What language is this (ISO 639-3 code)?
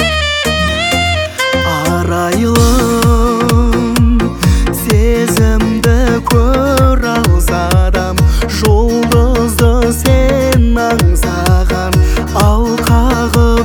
kaz